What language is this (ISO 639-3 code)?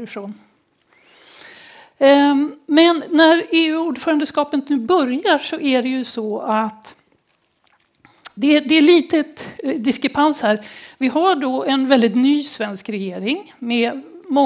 swe